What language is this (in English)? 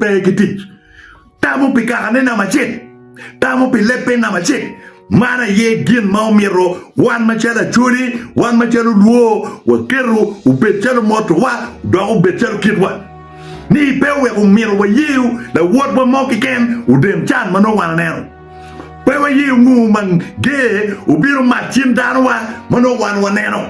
Acoli